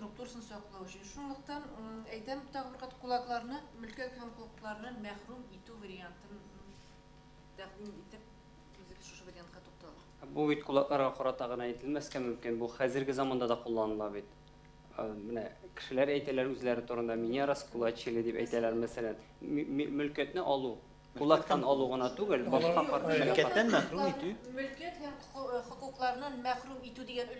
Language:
Tatar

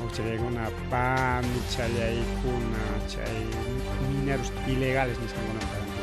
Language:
Ayacucho Quechua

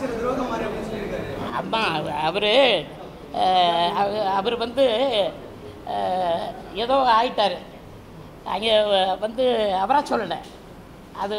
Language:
Tamil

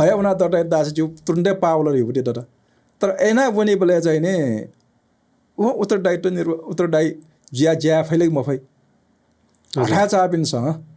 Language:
Newari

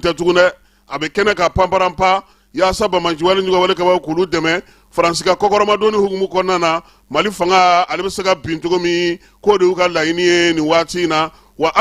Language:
Bambara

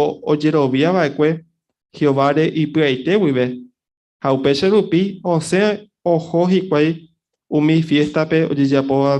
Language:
Guarani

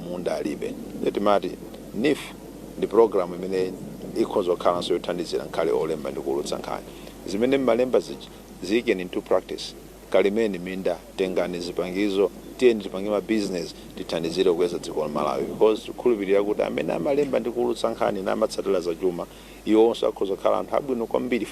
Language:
Nyanja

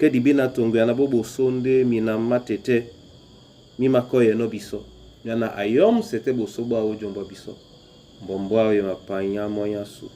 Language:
Duala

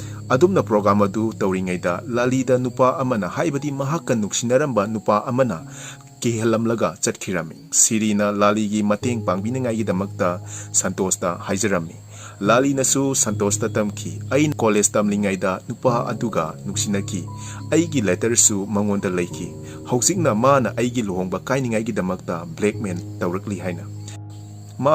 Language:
Manipuri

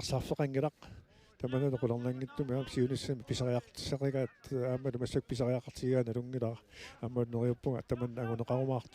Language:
Kalaallisut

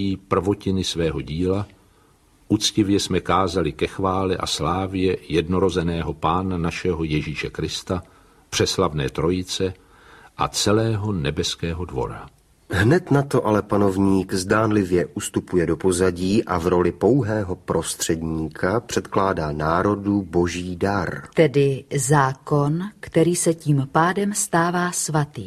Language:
Czech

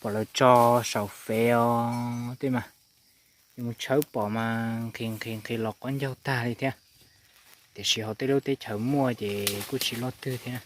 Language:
Hmong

